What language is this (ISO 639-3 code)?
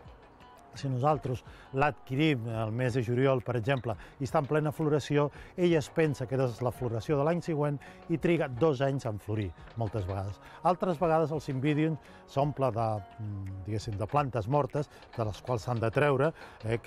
cat